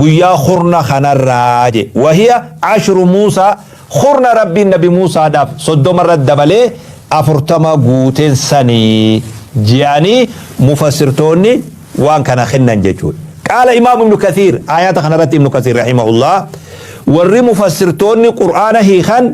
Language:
Oromo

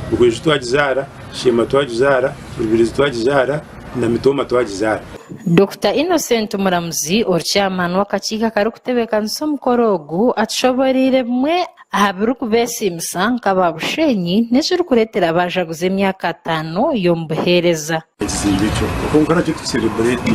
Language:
Nyankole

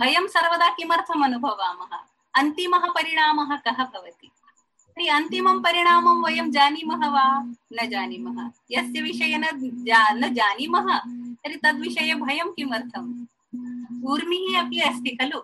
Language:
Sanskrit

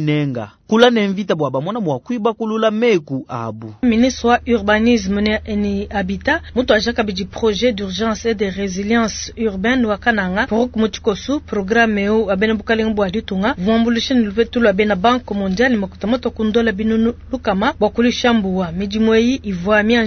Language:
Luba-Lulua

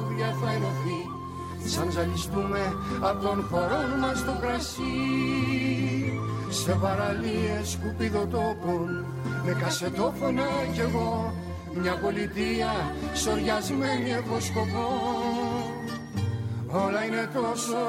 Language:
Greek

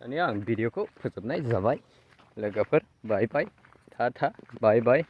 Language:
Bodo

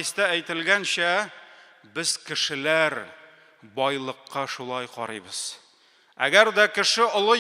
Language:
Tatar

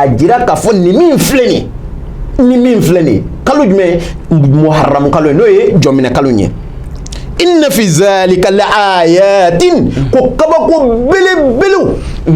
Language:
Bambara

